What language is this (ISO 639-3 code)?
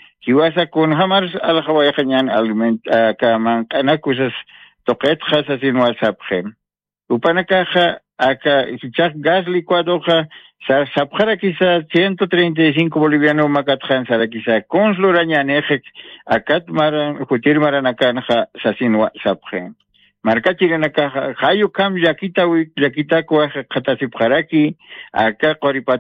aym